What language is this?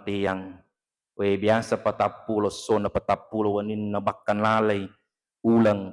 Buginese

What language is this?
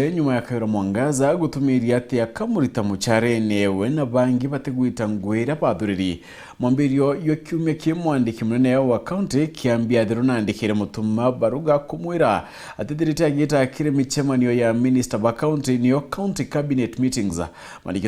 Meru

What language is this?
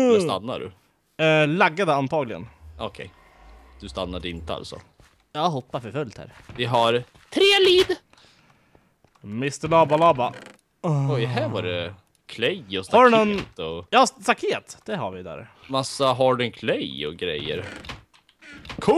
Swedish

